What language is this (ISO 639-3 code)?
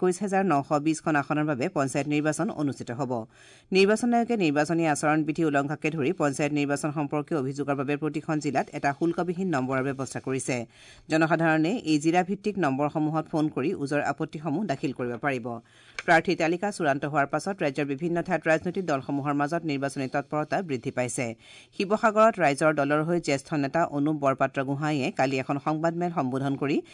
asm